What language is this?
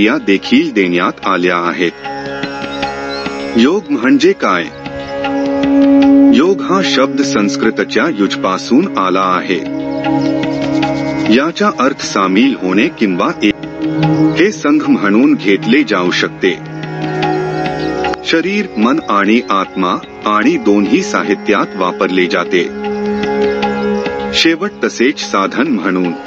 Marathi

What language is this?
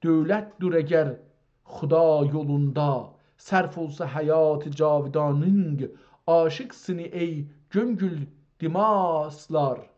South Azerbaijani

